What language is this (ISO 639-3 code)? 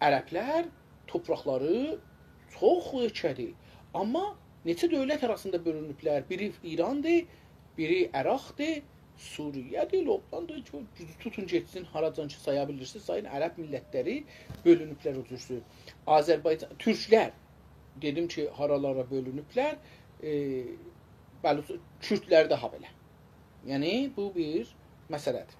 azb